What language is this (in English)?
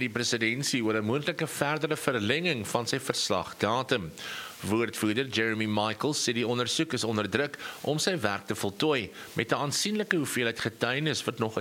Afrikaans